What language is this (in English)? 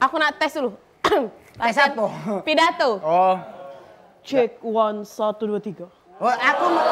Musi